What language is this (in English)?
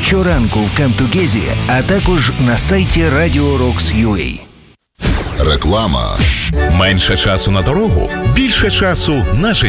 Ukrainian